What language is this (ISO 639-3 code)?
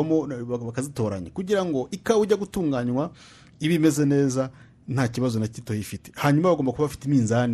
kin